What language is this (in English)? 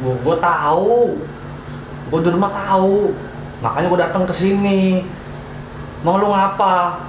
Betawi